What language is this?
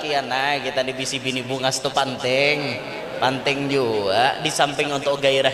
Banjar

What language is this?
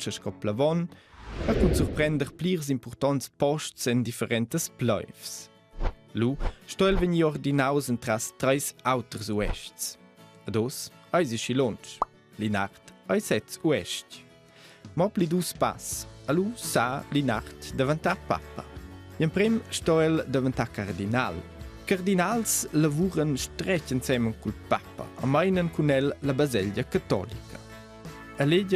Romansh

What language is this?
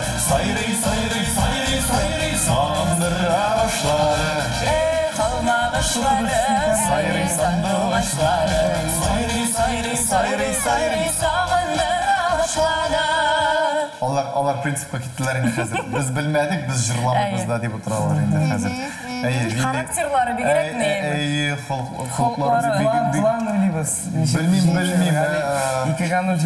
Tatar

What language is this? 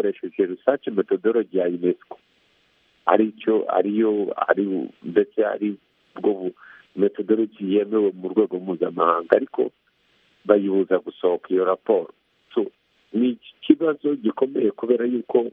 Kinyarwanda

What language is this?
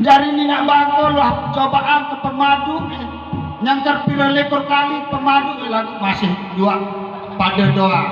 Sasak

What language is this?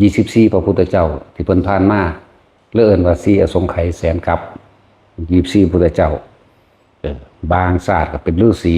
Northeastern Thai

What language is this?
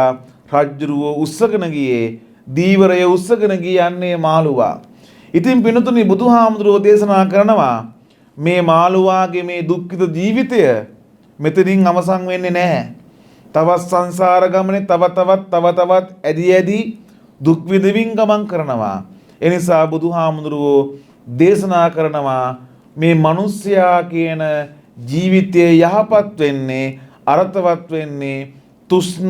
Sinhala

